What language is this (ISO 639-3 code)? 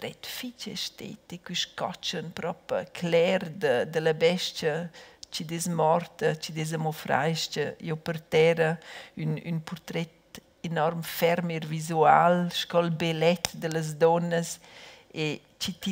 roh